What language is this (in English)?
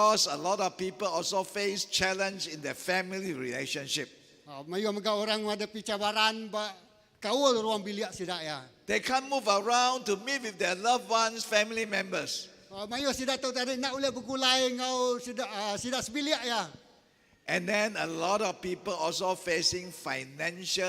Iban